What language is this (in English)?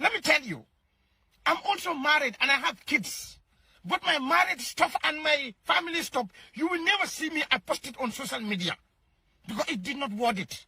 Nigerian Pidgin